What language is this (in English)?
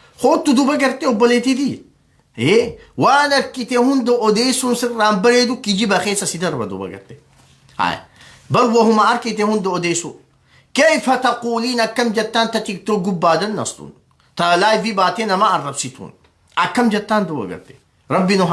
Oromo